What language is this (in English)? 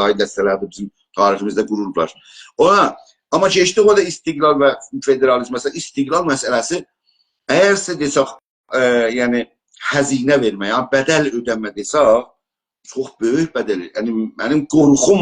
South Azerbaijani